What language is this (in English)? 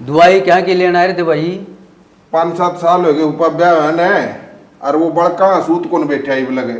Haryanvi